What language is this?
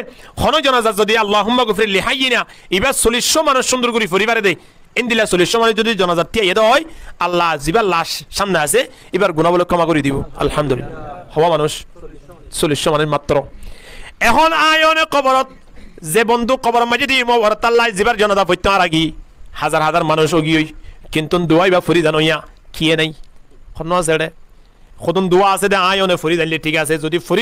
Rohingya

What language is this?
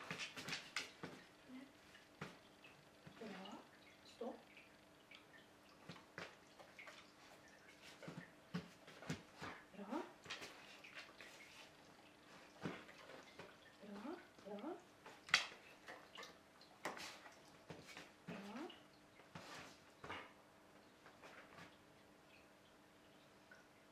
Norwegian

